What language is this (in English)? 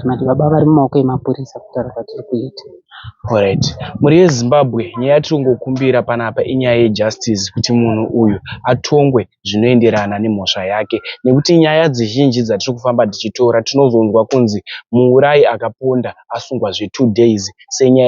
Shona